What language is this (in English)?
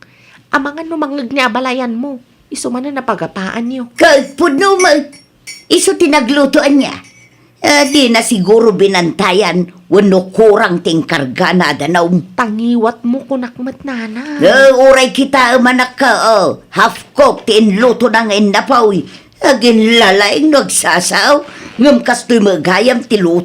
Iloko